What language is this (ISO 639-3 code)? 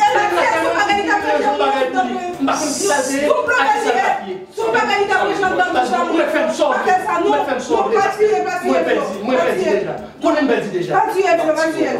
hat